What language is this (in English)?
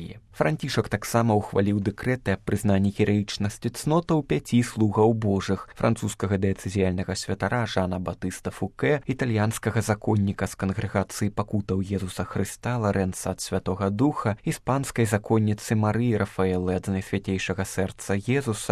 Belarusian